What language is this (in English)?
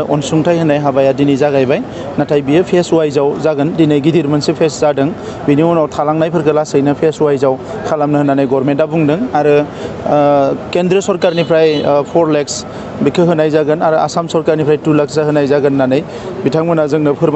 Bodo